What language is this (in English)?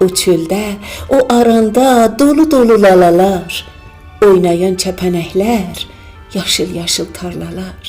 South Azerbaijani